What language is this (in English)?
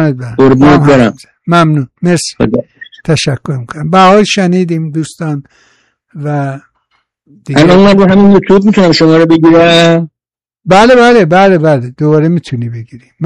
Persian